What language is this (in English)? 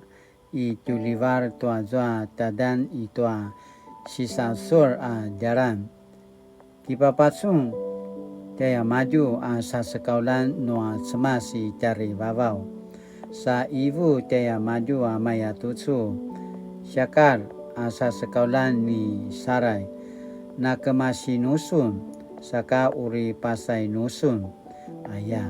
Paiwan